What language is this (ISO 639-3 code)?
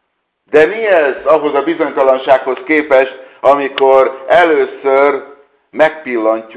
hun